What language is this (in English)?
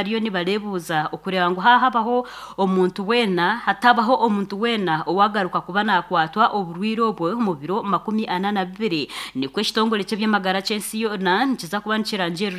Nyankole